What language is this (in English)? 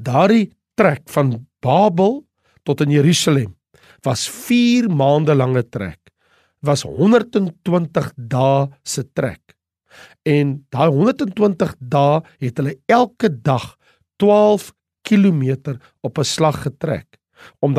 Afrikaans